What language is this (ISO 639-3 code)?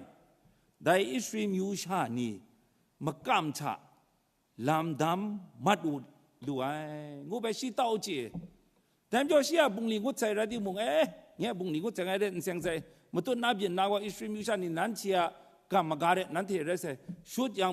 kac